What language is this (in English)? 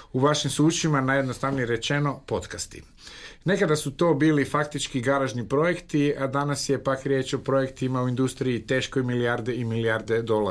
Croatian